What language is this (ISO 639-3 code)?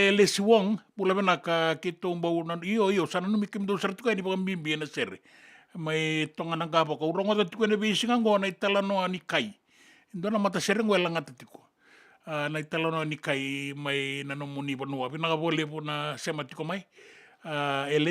fij